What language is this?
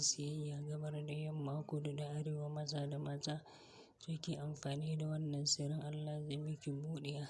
Hausa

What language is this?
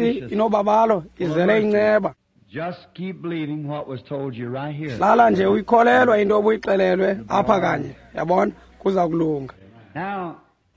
Xhosa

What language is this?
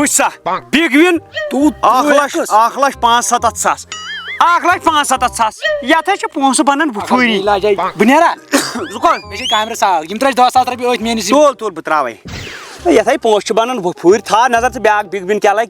Kashmiri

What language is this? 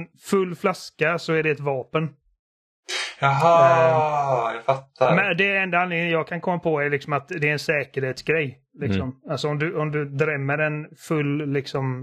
Swedish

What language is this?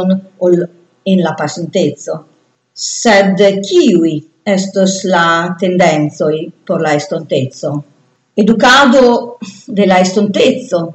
Esperanto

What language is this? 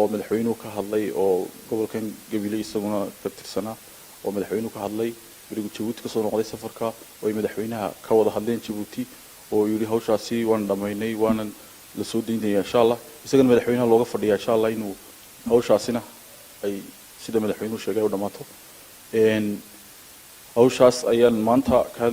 Somali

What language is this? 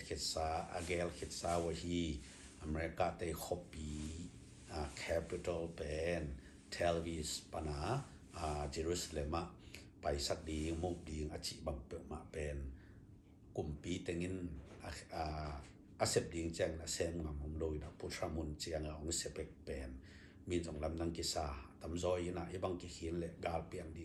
Tedim Chin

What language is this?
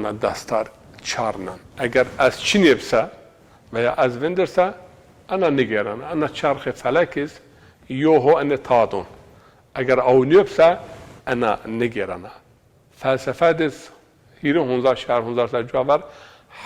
Zaza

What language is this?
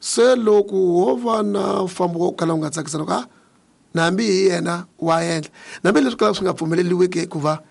Tsonga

